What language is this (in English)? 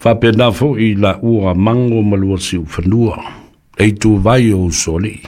Samoan